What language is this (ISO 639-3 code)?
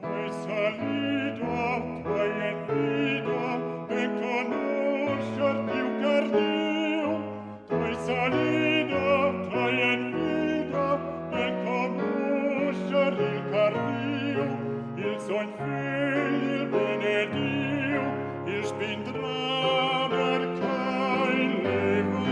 roh